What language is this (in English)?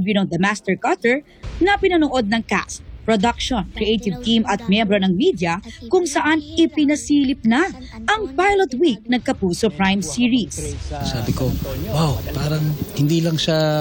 Filipino